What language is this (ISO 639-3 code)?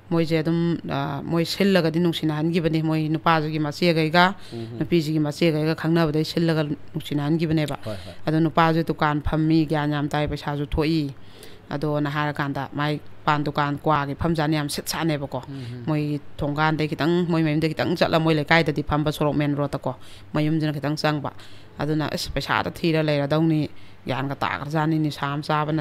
mni